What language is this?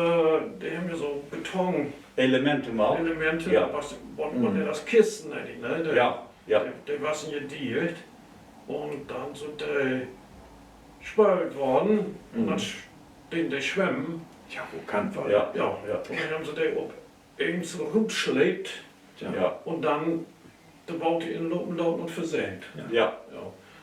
Low German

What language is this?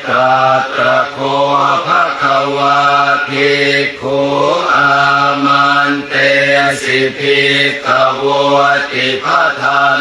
Pali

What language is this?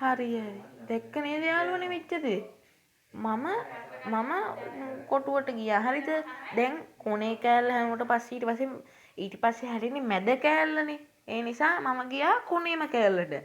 Sinhala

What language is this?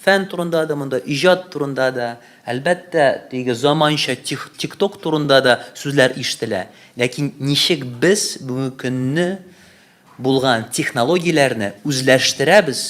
Tatar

